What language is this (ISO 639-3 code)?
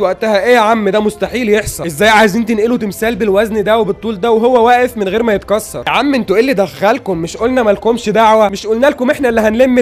arz